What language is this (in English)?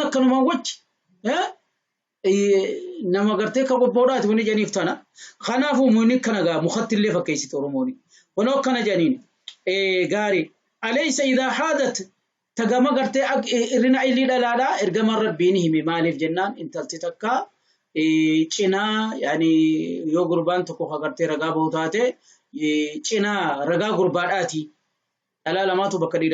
Oromo